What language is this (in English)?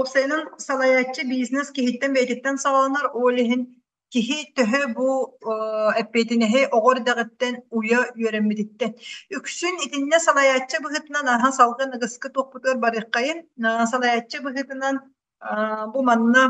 Yakut